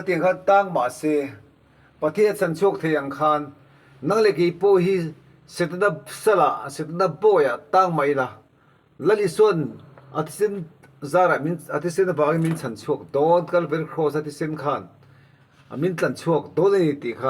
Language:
Mizo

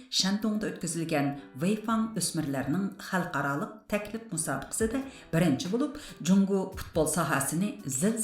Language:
Uyghur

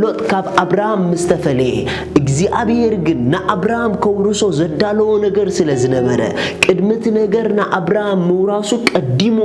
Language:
Tigrinya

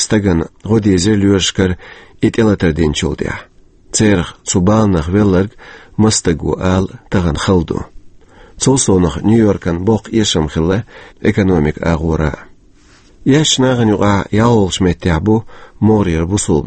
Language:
Chechen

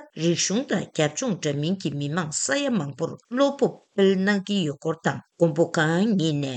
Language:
Tibetan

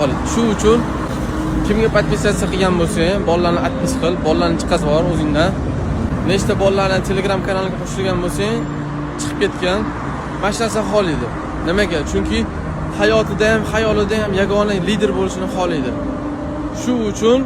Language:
Uzbek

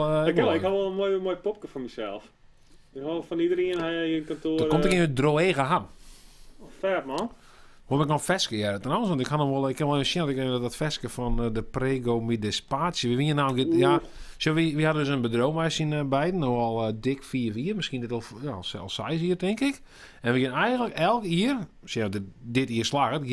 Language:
Western Frisian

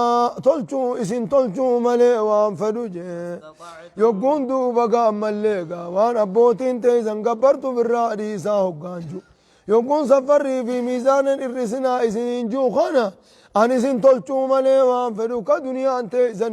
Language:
Oromo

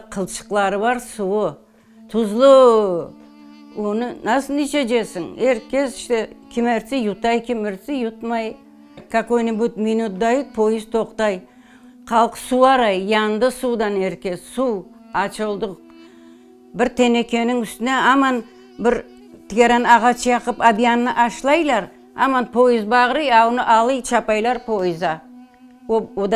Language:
Crimean Tatar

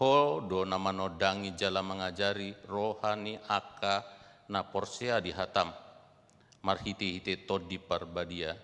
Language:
Batak Toba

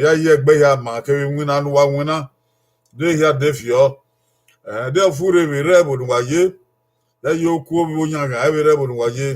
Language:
Bini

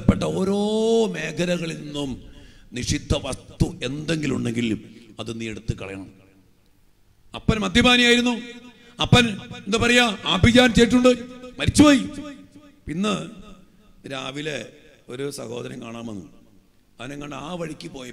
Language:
Malayalam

